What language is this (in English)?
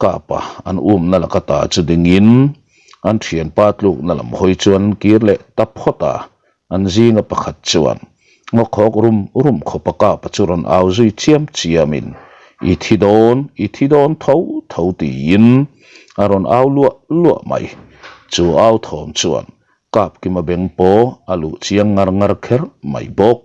Mizo